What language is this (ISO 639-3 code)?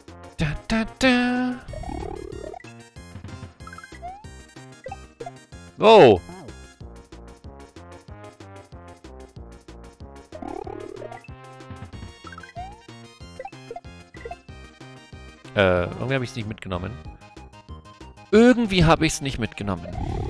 deu